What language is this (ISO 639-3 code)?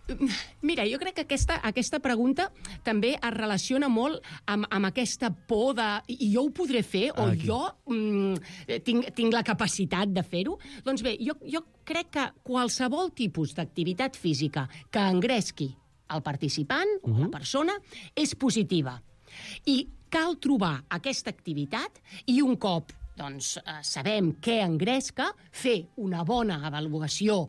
cat